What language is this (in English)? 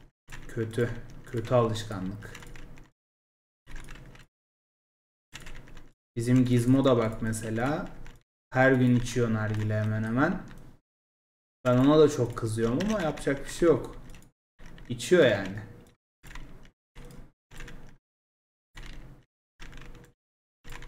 Turkish